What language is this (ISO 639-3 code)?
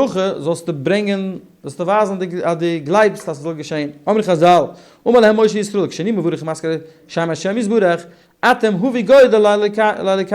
yid